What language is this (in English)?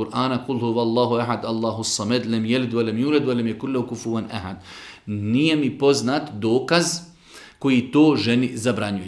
Bosnian